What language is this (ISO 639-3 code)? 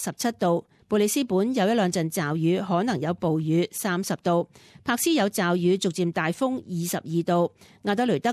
yue